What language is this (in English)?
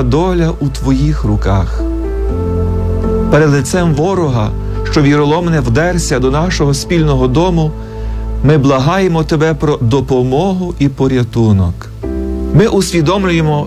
Ukrainian